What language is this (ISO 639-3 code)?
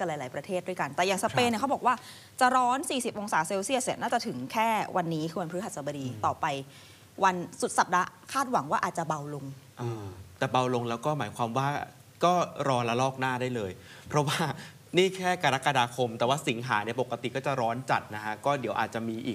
tha